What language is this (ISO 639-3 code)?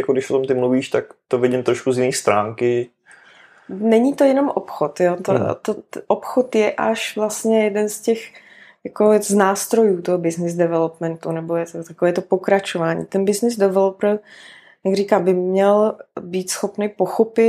ces